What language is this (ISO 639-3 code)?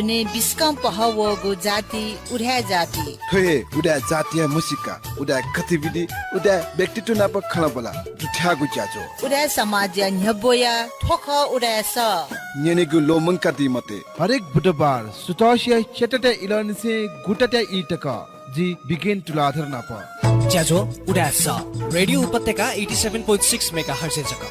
new